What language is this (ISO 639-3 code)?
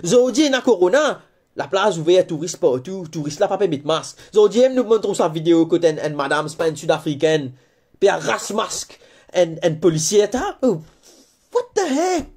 mfe